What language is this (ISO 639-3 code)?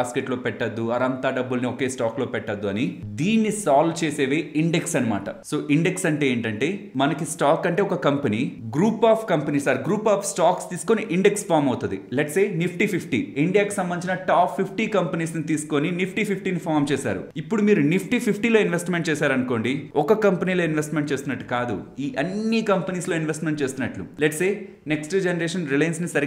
tel